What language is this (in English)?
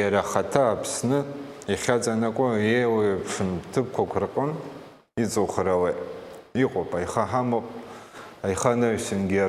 Abkhazian